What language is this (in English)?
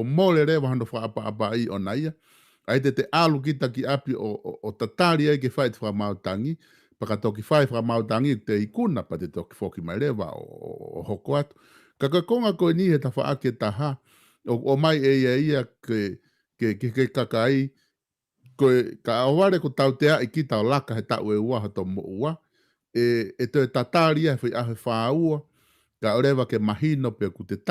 Tongan